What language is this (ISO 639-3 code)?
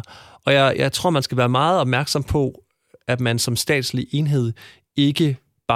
dan